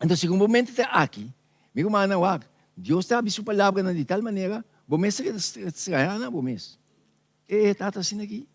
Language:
Papiamento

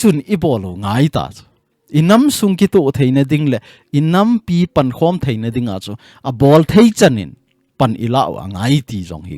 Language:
Thado Chin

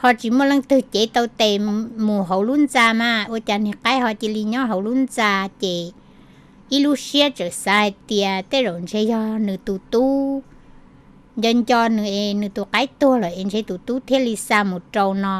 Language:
Hmong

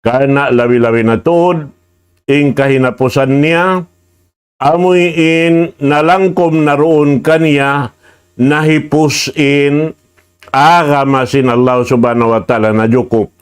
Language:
Tausug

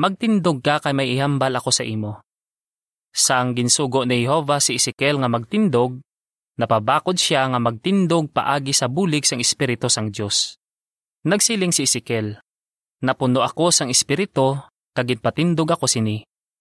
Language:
Hiligaynon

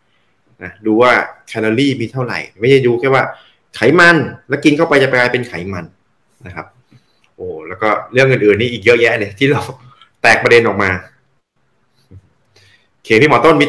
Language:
Thai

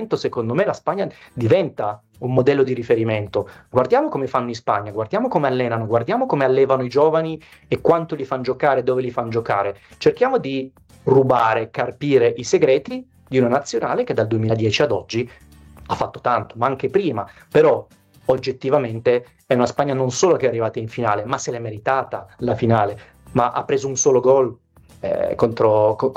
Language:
Italian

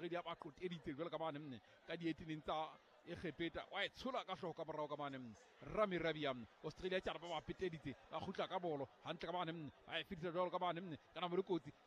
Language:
Southern Sotho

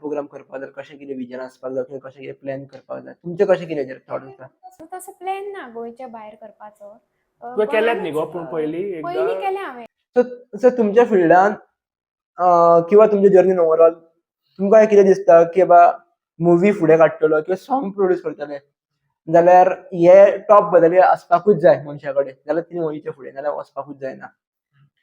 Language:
Konkani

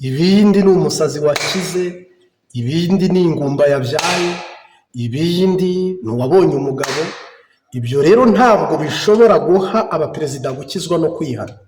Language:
Kinyarwanda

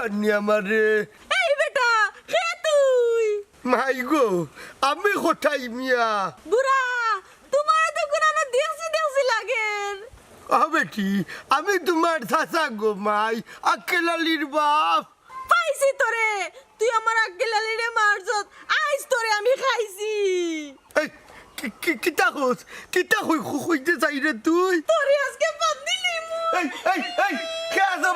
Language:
Sylheti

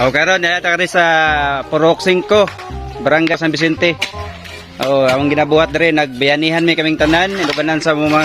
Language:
Cebuano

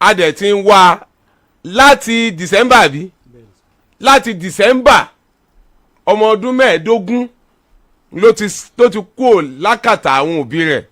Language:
Yoruba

